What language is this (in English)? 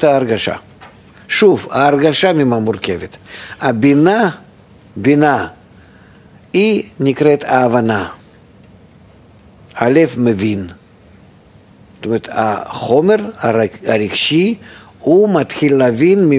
Hebrew